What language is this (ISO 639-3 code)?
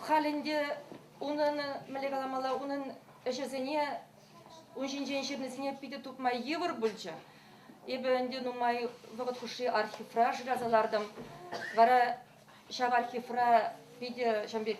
chv